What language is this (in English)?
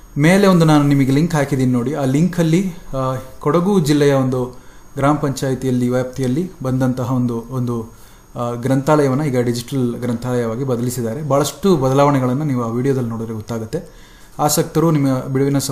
Kannada